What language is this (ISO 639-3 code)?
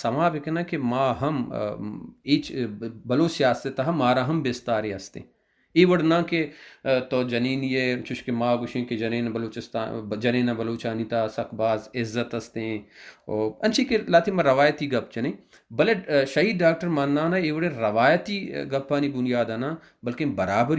bal